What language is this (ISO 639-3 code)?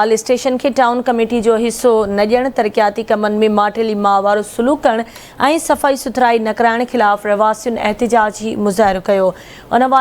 snd